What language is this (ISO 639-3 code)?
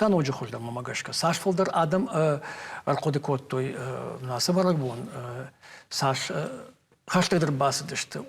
oss